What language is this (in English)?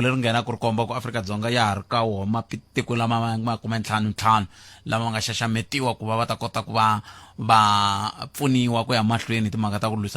Tsonga